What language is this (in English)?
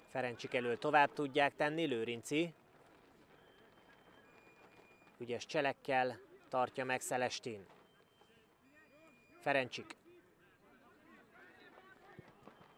Hungarian